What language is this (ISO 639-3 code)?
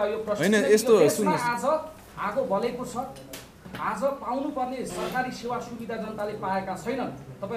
nep